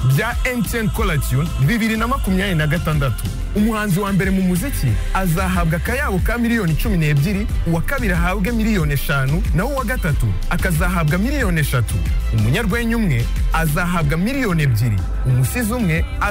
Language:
Kinyarwanda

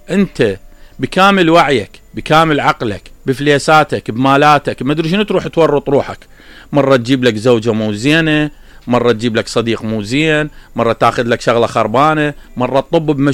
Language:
Mesopotamian Arabic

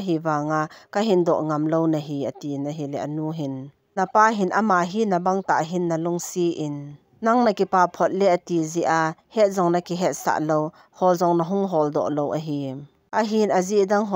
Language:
Thado Chin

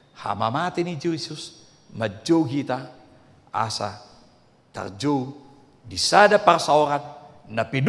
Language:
Batak Toba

